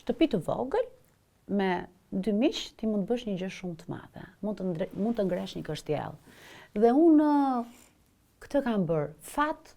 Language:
Albanian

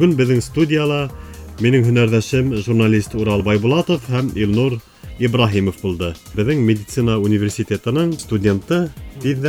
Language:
Bashkir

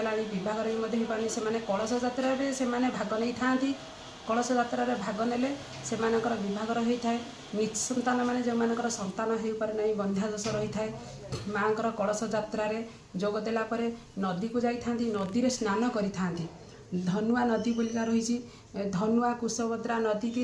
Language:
Odia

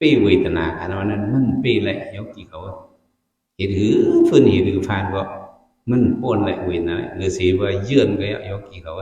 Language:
Shan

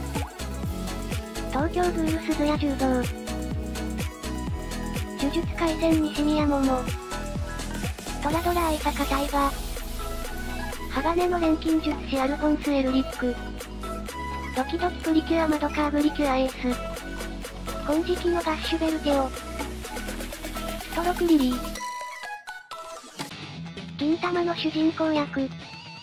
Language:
Japanese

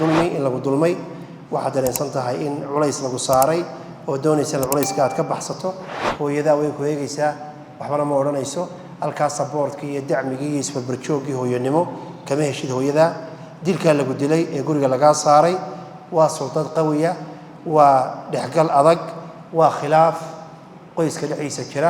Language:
Somali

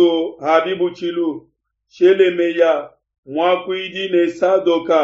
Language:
Luba-Lulua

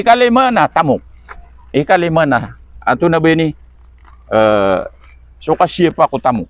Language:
Maranao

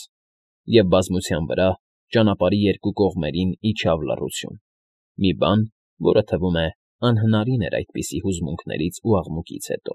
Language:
Armenian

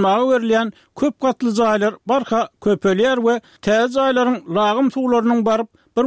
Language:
Turkmen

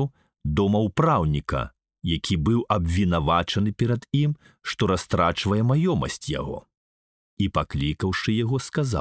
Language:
Belarusian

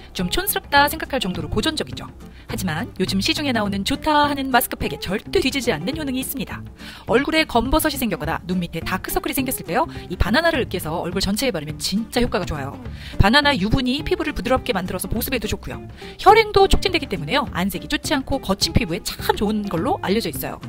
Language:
Korean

